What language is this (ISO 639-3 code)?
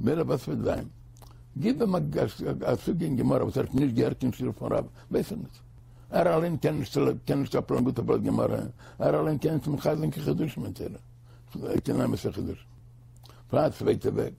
yid